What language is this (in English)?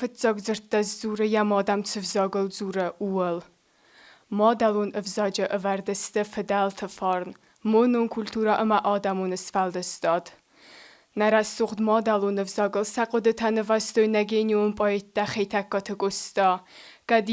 Ossetic